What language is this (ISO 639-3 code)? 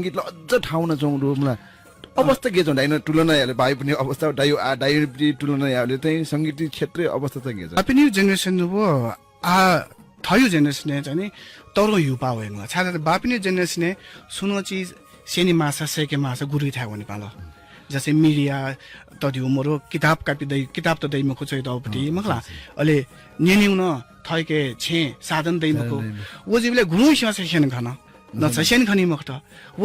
new